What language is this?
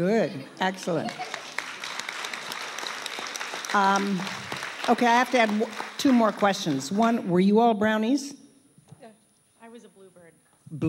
English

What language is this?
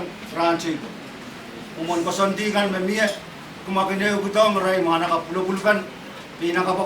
Pohnpeian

